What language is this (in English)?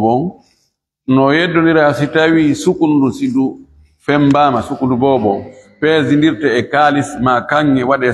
Fula